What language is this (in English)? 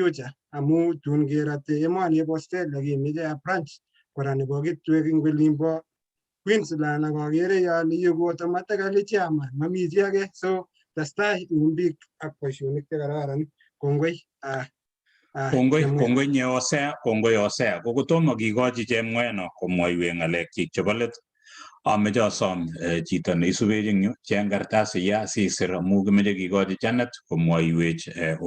Kalenjin